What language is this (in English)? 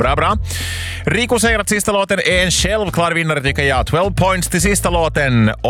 Swedish